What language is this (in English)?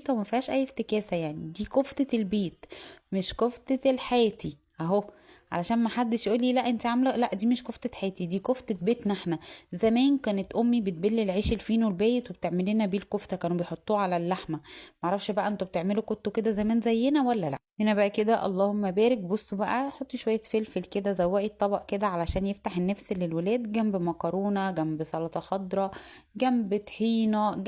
Egyptian Arabic